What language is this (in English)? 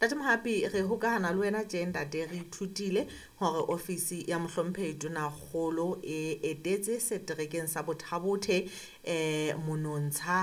Southern Sotho